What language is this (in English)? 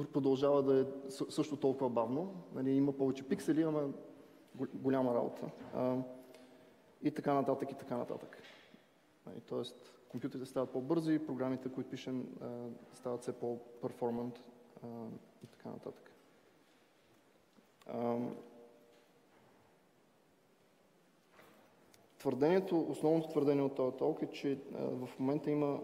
Bulgarian